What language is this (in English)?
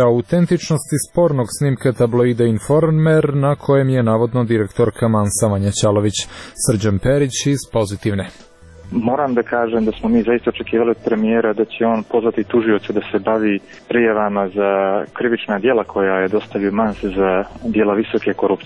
Serbian